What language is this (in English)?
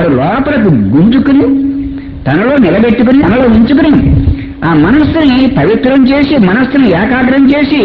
Telugu